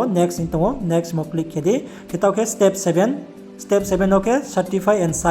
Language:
Riang (India)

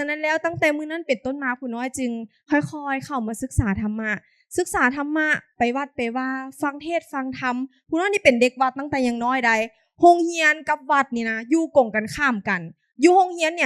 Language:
Lao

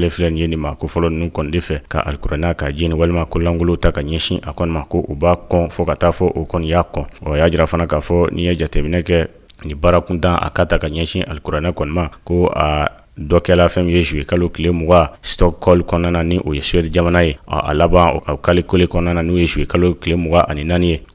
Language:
Bambara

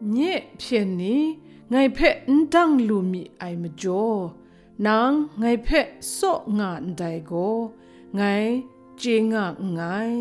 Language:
Kachin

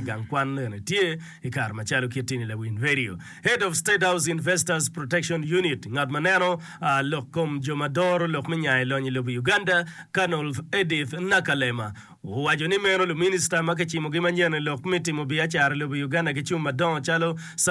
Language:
Acoli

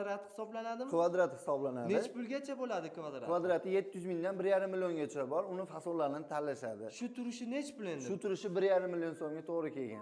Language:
Uzbek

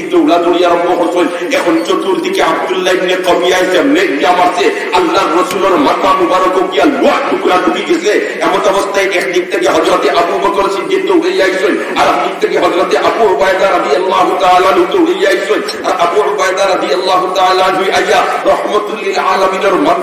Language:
Sylheti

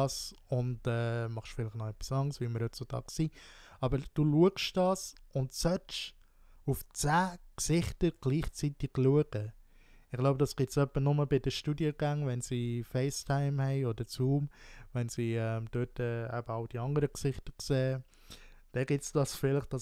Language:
Swiss German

